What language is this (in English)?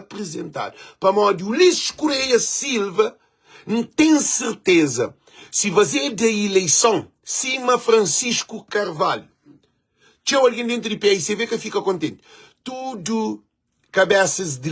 Kabuverdianu